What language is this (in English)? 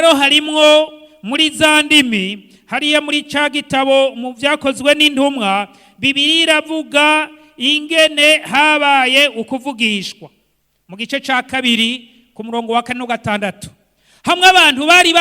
Rundi